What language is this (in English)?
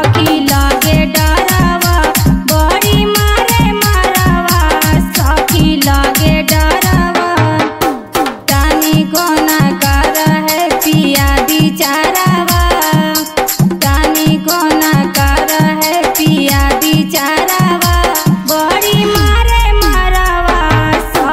Bhojpuri